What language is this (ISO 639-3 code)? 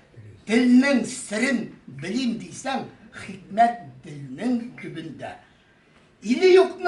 tat